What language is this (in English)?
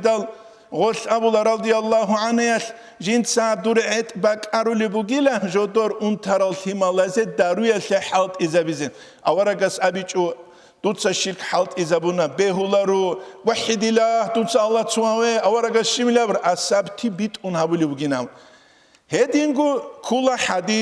Avaric